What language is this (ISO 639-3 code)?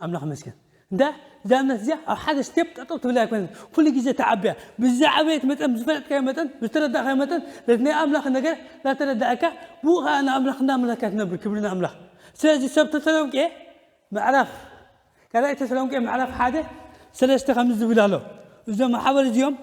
tir